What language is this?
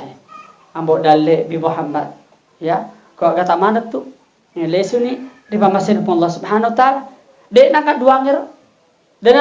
Buginese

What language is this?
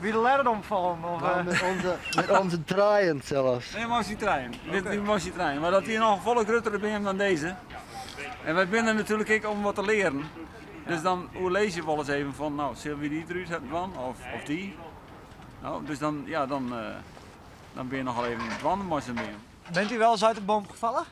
Western Frisian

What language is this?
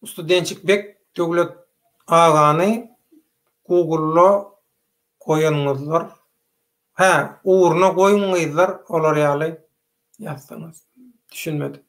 Turkmen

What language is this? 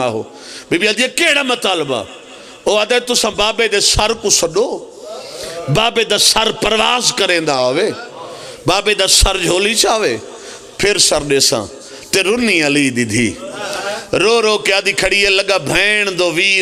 Pahari-Potwari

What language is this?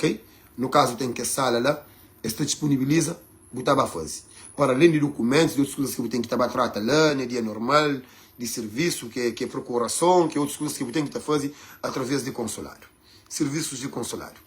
Kabuverdianu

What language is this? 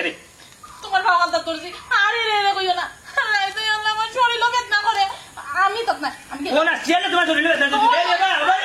Sylheti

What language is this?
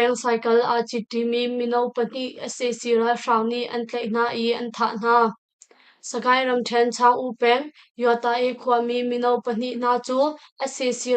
Hakha Chin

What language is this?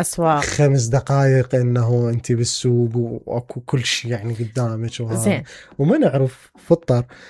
Mesopotamian Arabic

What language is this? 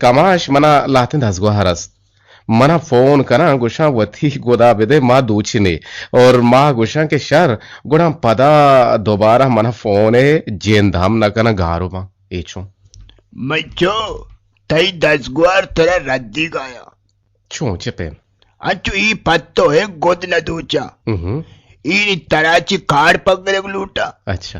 Eastern Balochi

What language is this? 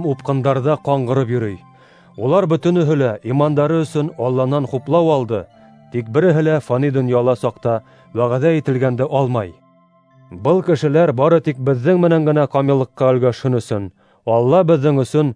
Bashkir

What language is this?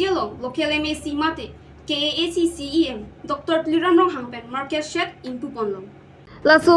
Karbi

